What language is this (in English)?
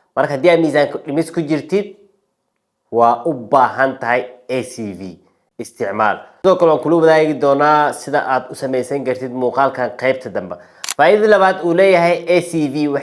Somali